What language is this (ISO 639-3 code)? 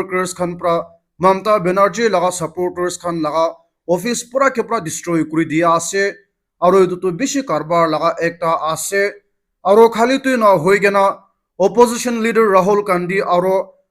nag